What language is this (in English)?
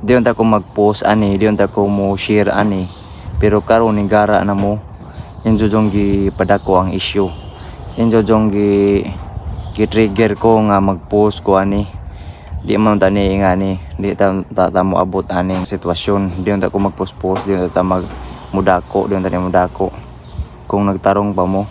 Cebuano